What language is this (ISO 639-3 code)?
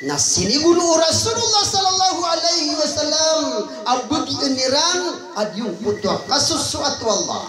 mrw